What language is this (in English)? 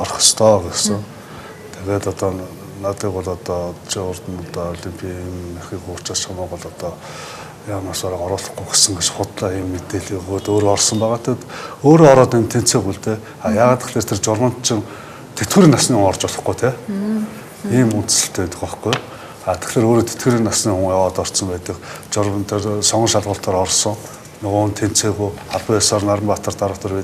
Mongolian